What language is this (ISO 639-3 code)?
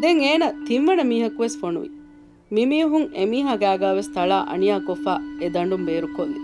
div